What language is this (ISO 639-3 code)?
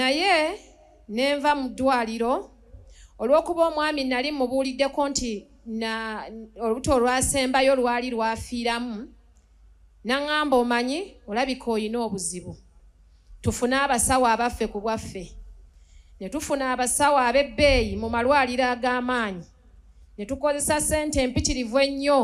lug